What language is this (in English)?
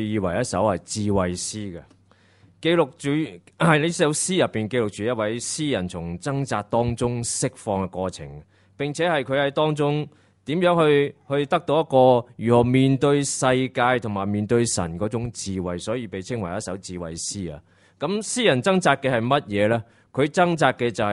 Cantonese